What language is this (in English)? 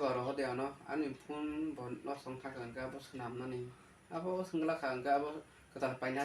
Kok Borok